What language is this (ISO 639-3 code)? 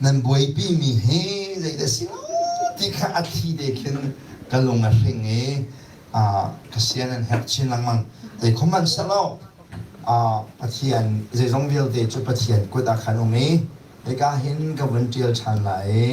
cnh